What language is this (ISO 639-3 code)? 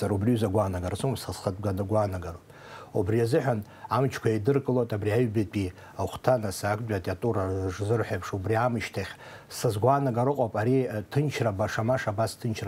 abk